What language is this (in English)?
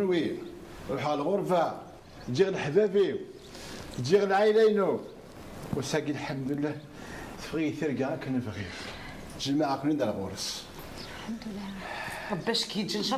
Kabyle